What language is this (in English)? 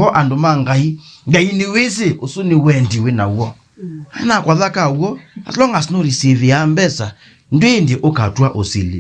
Kamba